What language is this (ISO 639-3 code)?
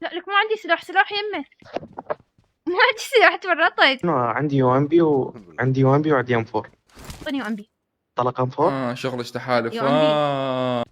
acm